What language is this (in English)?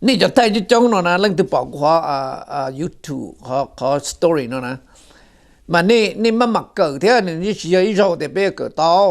Hmong